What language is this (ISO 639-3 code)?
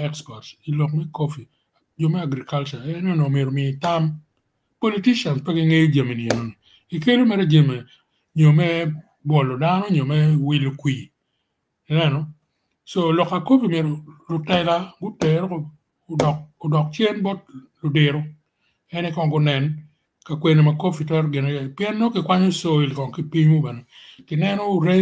ach